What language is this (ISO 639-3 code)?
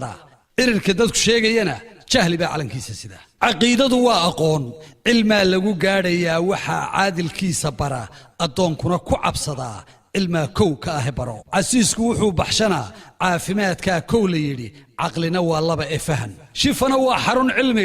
som